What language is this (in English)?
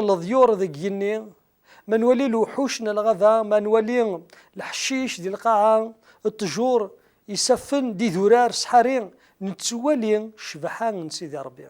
Kabyle